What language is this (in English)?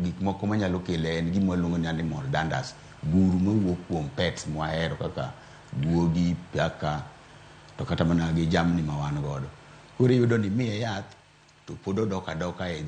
Luo (Kenya and Tanzania)